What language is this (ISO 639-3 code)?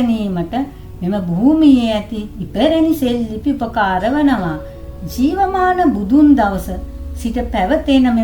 sin